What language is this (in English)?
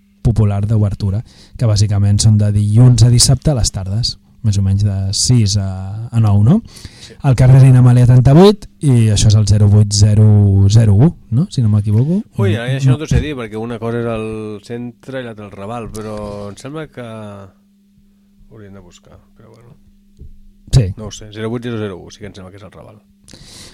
Catalan